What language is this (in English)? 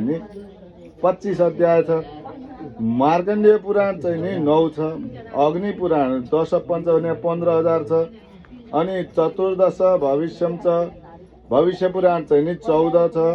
Nepali